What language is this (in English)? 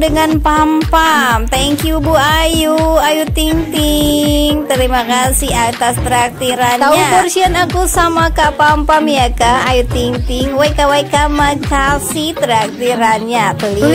Indonesian